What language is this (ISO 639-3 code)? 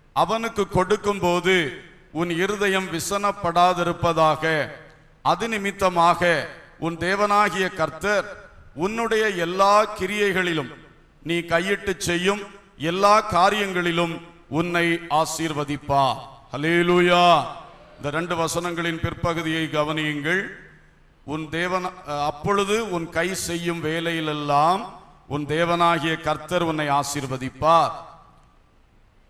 tam